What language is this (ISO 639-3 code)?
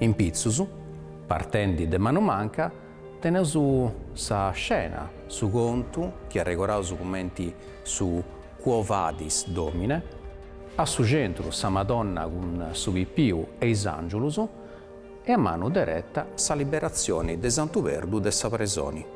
srd